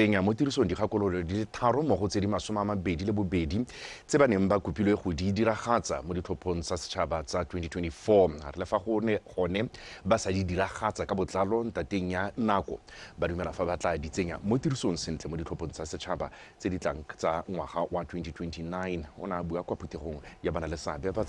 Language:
Tswana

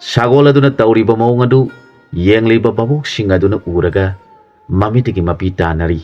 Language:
Manipuri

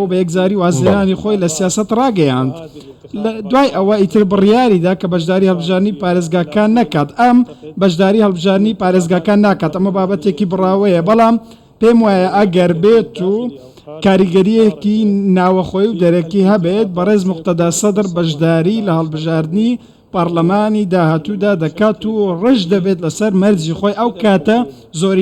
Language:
Central Kurdish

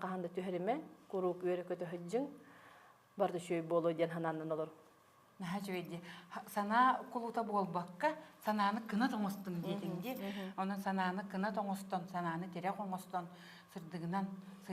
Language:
Yakut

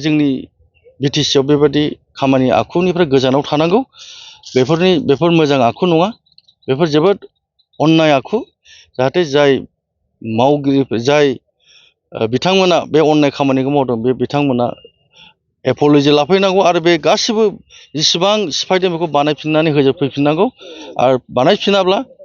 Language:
Bodo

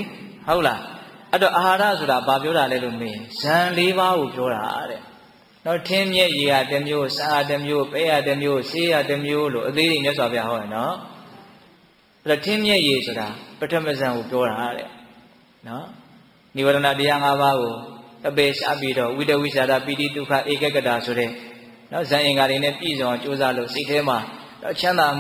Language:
Burmese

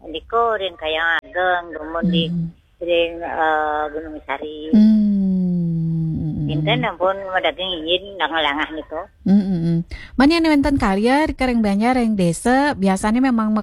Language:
Balinese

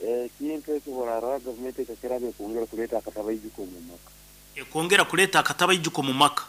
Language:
Nyankole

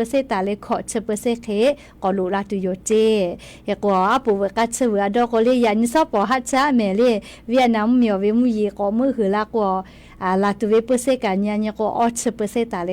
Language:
Lahu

